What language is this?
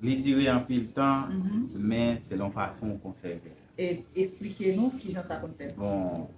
Haitian Creole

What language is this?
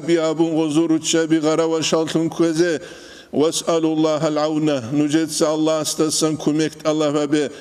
Avaric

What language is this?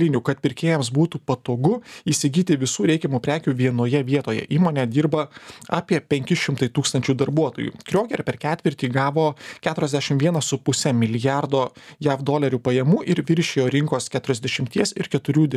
Lithuanian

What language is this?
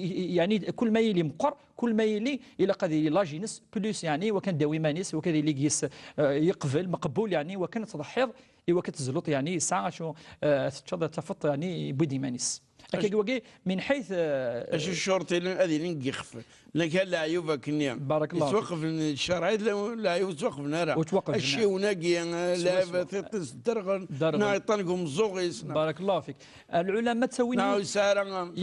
Kabyle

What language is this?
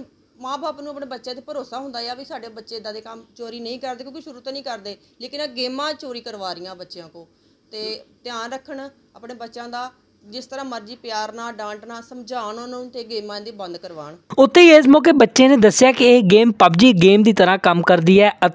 Punjabi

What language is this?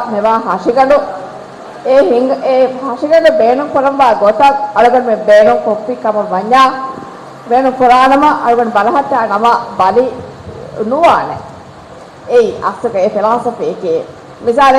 Divehi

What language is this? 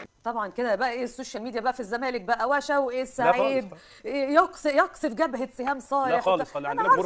Egyptian Arabic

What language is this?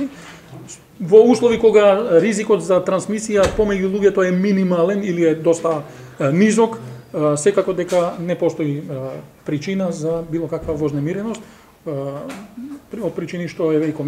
Macedonian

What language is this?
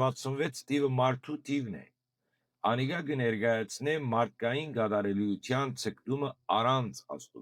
Western Armenian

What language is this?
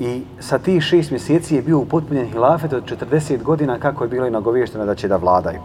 Bosnian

